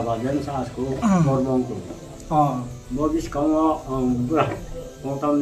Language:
Riang (India)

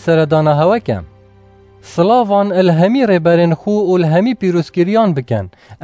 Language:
Kurdish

